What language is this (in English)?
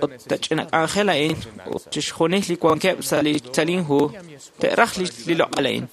Kekchí